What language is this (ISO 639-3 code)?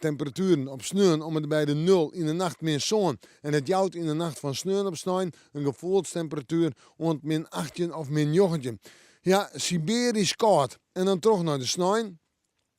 fry